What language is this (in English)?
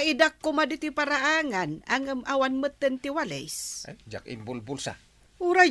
Iloko